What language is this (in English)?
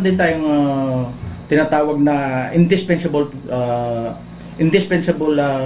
Hiligaynon